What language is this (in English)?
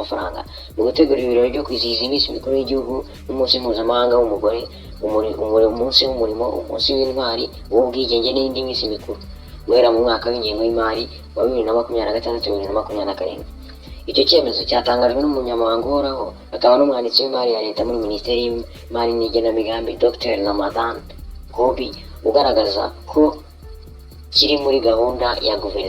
Kinyarwanda